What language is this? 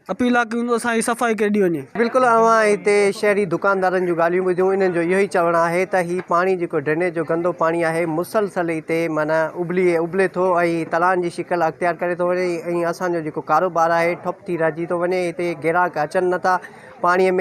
Sindhi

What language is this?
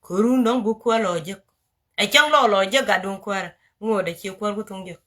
Nuer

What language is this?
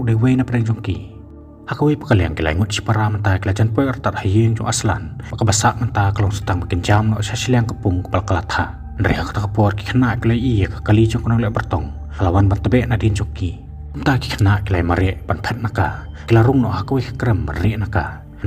Khasi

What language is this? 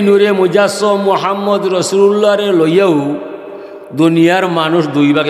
Sylheti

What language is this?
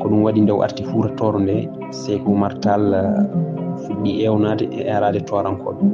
Fula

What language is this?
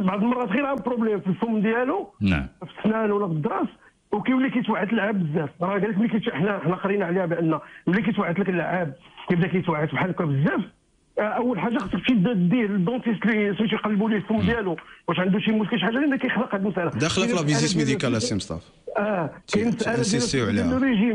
Moroccan Arabic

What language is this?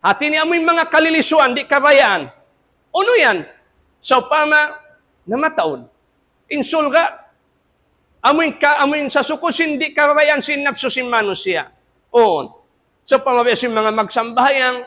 Tausug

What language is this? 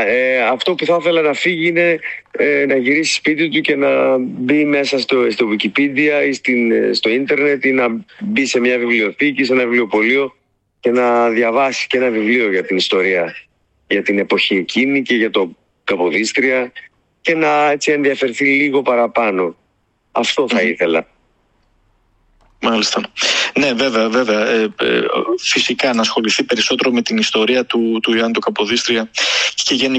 Greek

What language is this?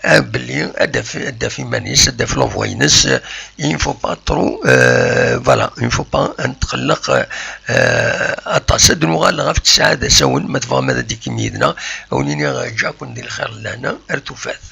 Kabyle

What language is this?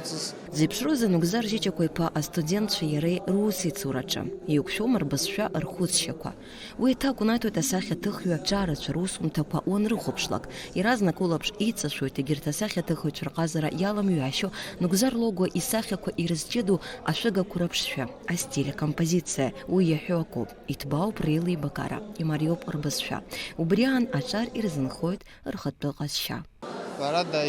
Abkhazian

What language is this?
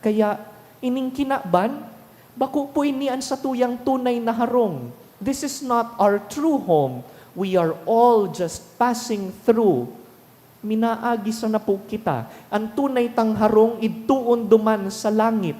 Bikol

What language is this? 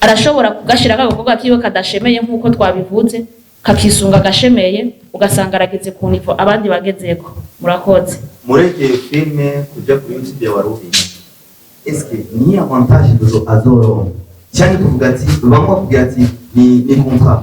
Rundi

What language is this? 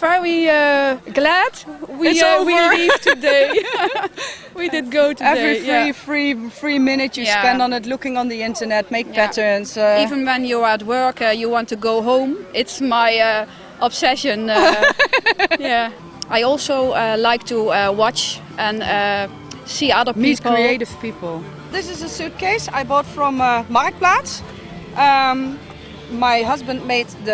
English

